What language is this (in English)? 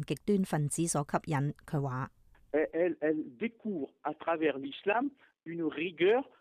Cantonese